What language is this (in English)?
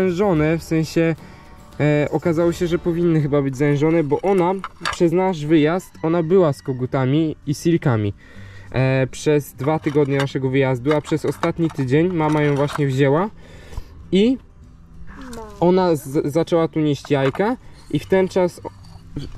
Polish